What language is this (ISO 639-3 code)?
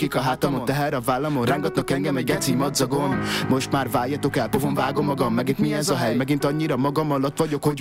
hun